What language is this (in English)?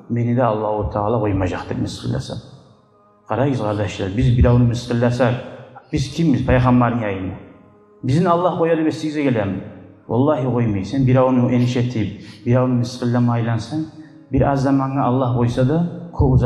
Kumyk